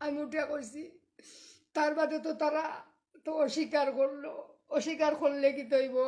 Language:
Sylheti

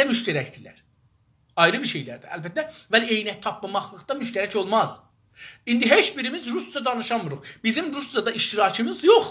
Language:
South Azerbaijani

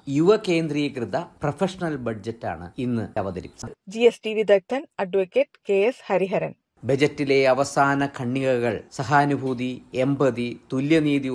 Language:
Malayalam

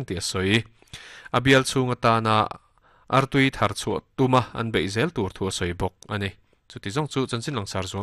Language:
Mizo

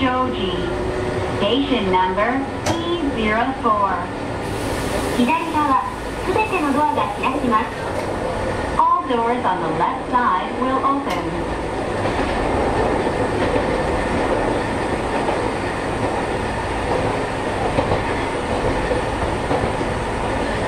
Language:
Japanese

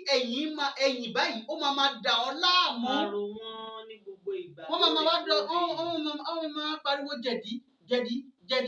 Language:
Yoruba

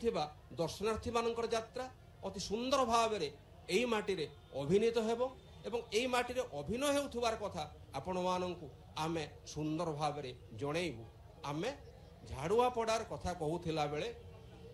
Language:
Odia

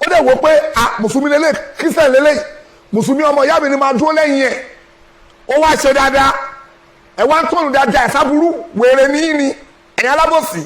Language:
Yoruba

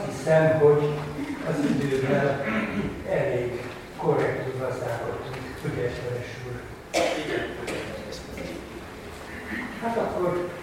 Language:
Hungarian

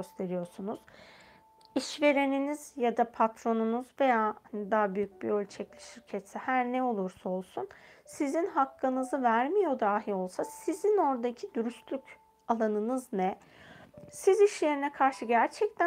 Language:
Turkish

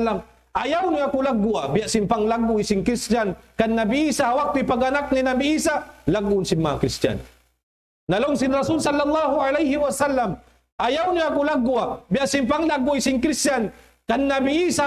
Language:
Tausug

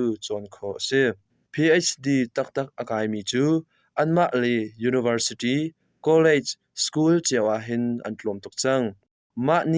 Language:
Hakha Chin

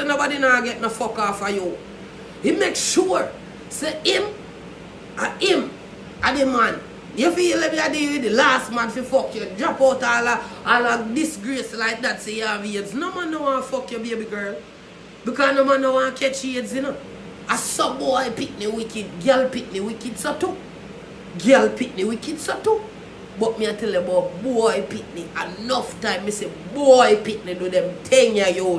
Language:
Jamaican Creole English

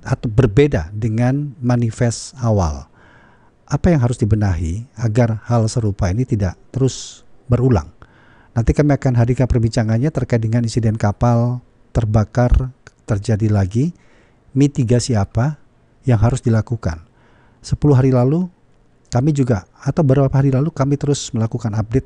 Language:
Indonesian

